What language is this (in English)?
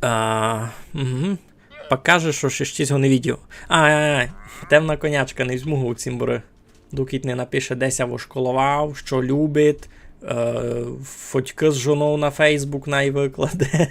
Rusyn